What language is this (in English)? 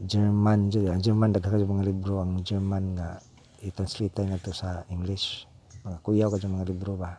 Cebuano